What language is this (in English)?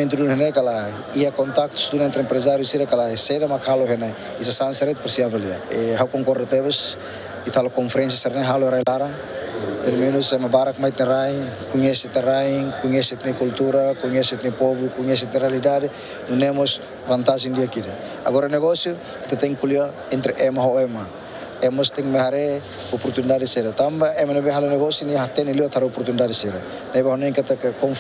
Tetum